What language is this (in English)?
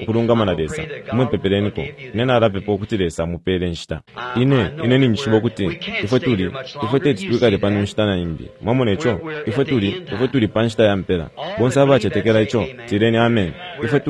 Bemba